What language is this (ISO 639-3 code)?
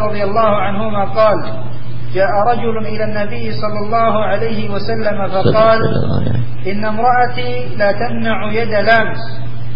ara